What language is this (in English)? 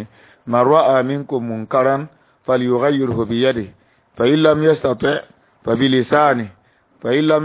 Mossi